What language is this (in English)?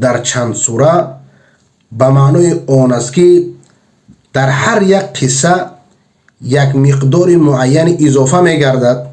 Persian